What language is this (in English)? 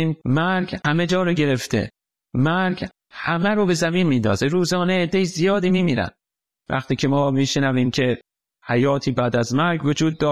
Persian